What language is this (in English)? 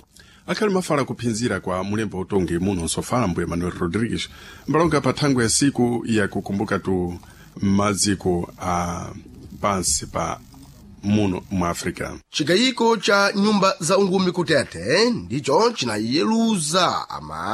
Sena